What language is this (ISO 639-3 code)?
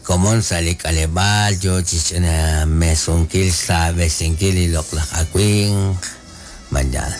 kek